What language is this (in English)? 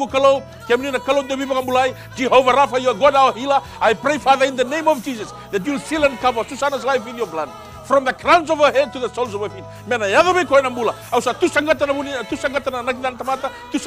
Fijian